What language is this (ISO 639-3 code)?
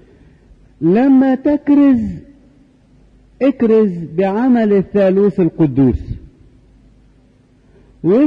arz